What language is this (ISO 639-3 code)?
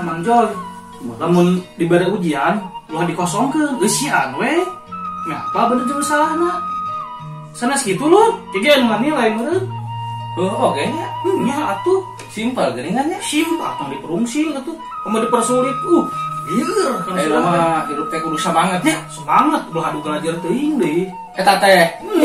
sun